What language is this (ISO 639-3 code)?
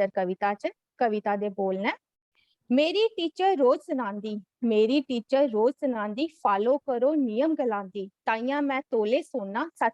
doi